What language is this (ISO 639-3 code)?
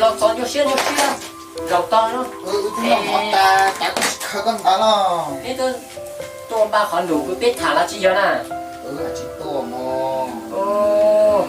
hmn